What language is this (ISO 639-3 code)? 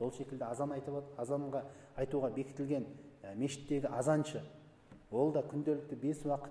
kaz